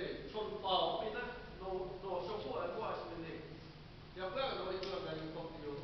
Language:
Lahu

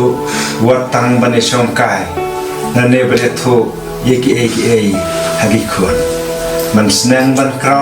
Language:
Khasi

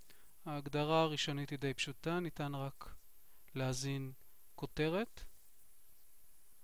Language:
Hebrew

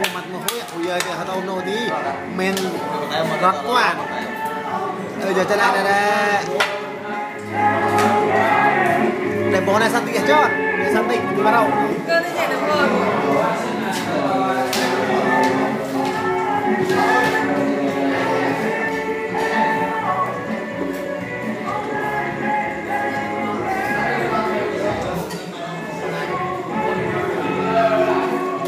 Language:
Vietnamese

